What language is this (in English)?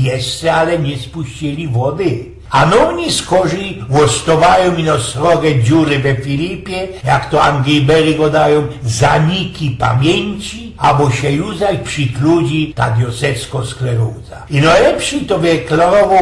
Silesian